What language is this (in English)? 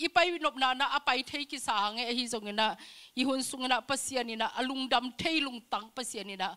Tedim Chin